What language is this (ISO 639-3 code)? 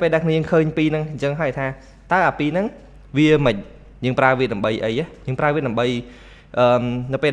khm